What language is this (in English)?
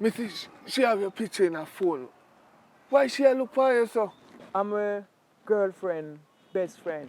Jamaican Creole English